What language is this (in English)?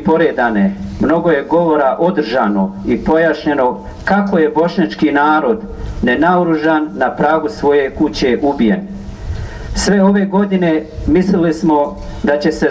Bosnian